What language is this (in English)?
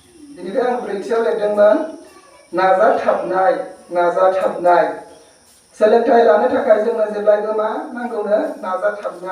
Bodo